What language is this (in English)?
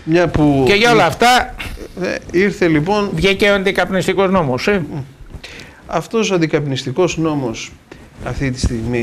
Greek